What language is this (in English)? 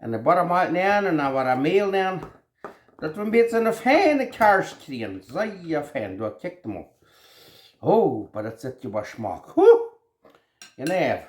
Plautdietsch